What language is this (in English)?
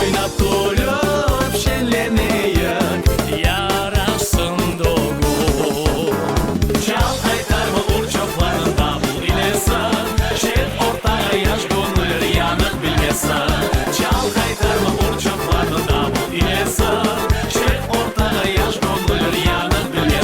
Crimean Tatar